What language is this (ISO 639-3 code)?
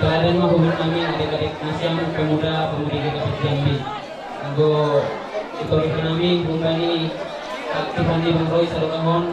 bts